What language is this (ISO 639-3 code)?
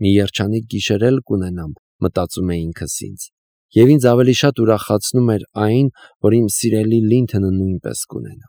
hye